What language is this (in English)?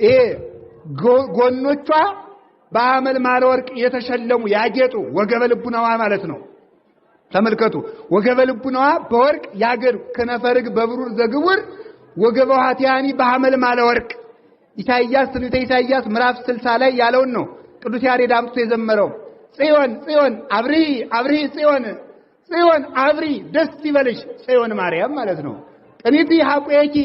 Amharic